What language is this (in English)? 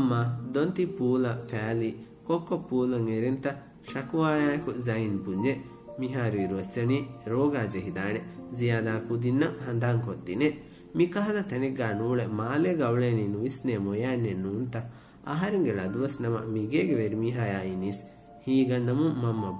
Divehi